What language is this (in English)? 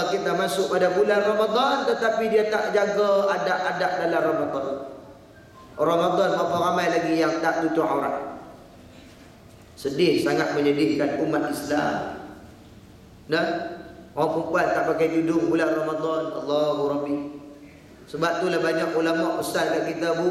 Malay